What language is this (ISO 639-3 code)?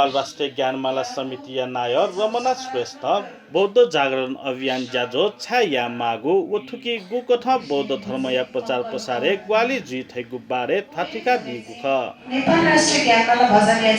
new